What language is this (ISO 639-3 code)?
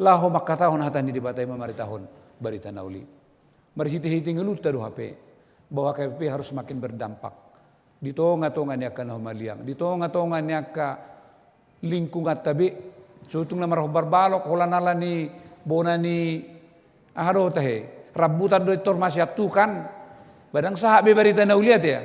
bbc